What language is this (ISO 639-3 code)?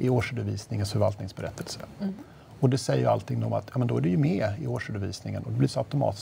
swe